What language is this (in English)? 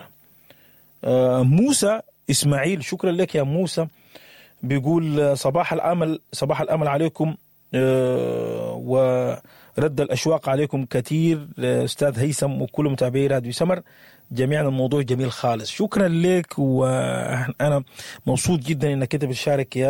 Sudanese Arabic